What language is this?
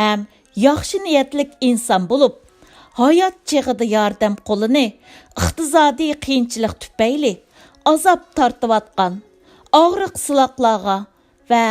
Uyghur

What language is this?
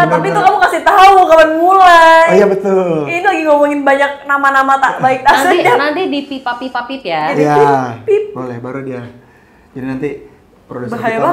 Indonesian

